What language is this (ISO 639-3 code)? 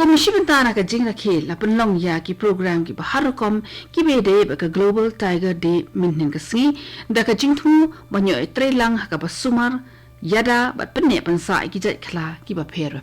kha